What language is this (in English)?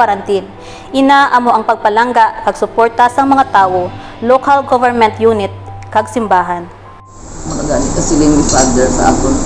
Hiligaynon